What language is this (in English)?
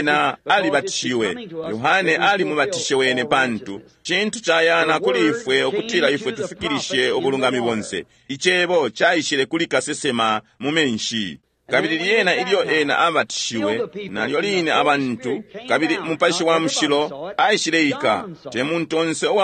Bemba